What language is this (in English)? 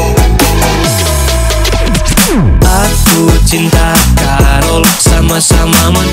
Indonesian